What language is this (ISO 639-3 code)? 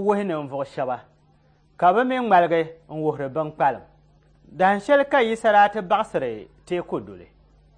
dag